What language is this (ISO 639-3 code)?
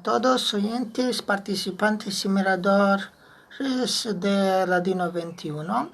lad